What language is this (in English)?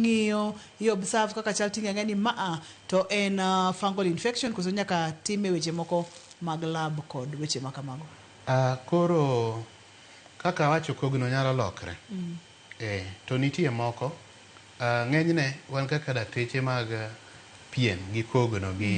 Luo (Kenya and Tanzania)